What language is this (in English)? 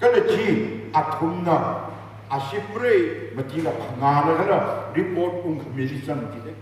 Tangkhul Naga (India)